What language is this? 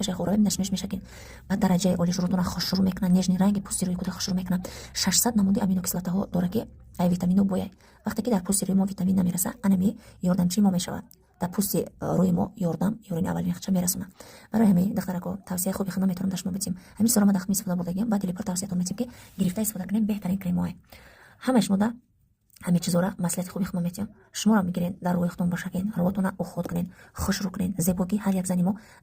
Tajik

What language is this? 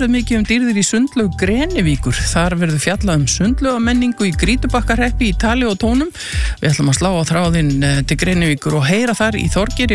Icelandic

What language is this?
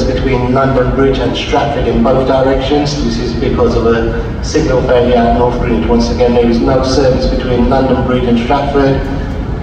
English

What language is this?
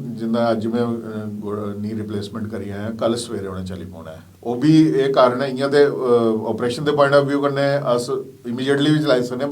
Dogri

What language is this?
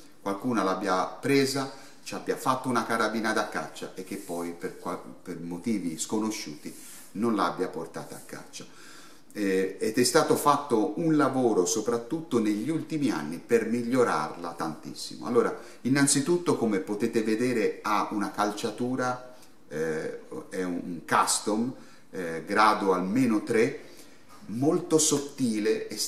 Italian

